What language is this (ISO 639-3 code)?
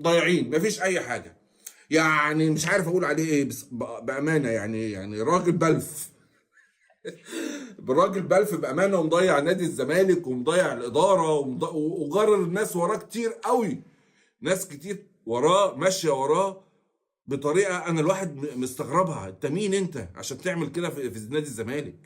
arz